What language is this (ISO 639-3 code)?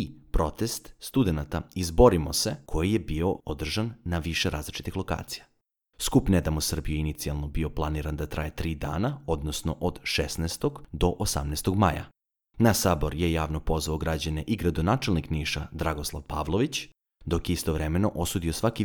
srp